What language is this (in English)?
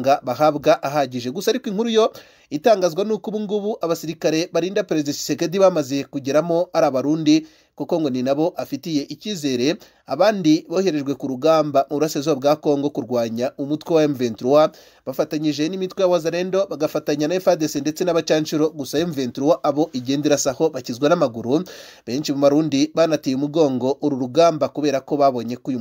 Kinyarwanda